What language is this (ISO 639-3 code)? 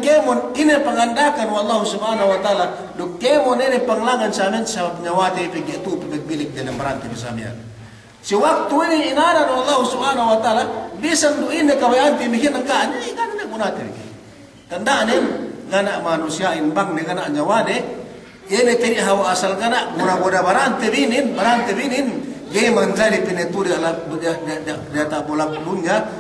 yka